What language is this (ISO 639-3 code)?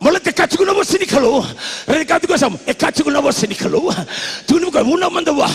fij